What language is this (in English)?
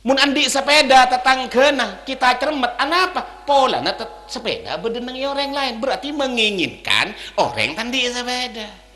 Madurese